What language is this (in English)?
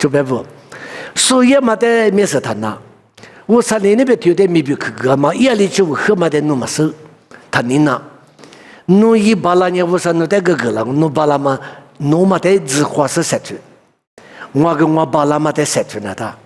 Lisu